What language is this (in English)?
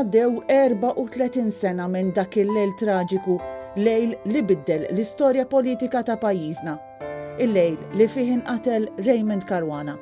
Maltese